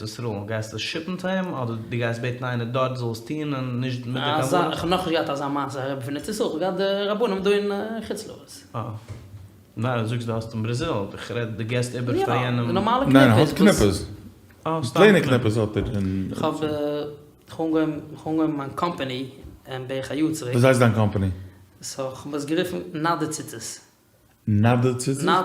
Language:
Yiddish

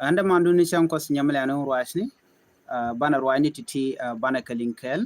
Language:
Nuer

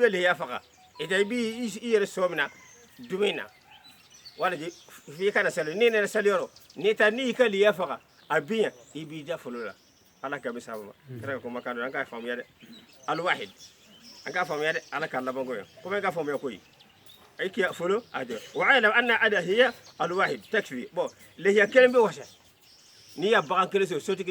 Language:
Bambara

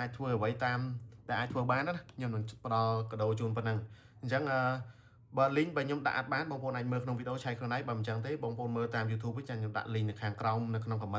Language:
Khmer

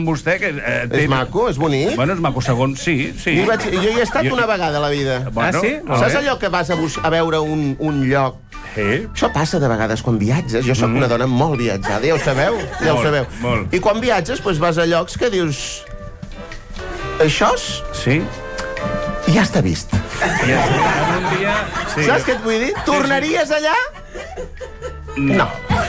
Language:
Catalan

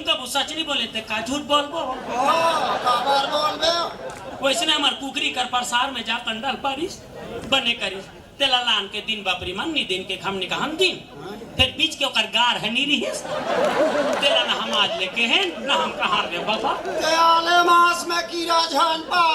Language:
Chhattisgarhi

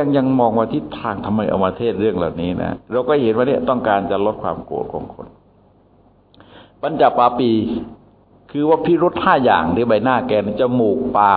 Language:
Thai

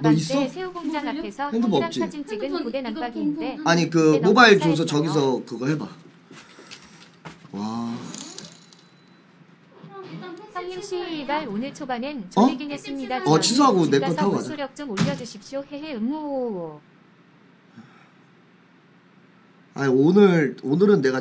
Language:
Korean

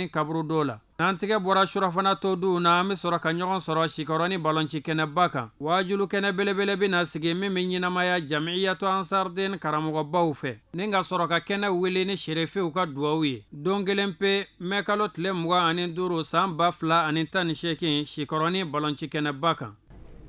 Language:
Bambara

